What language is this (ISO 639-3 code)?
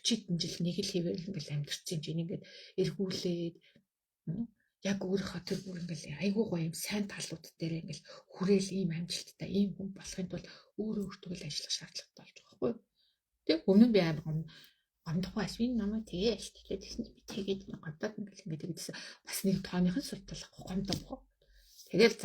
mon